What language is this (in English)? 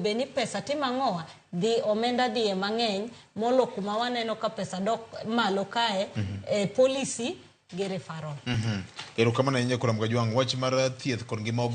Luo (Kenya and Tanzania)